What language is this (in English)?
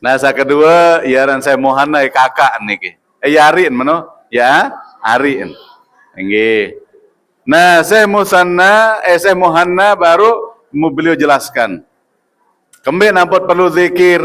Sasak